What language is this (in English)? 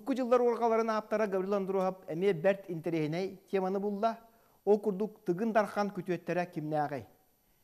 Yakut